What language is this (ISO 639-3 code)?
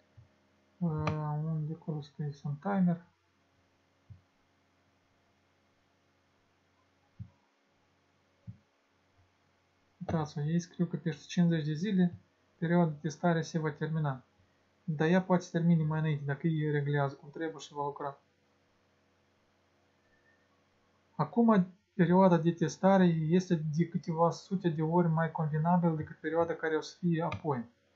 ron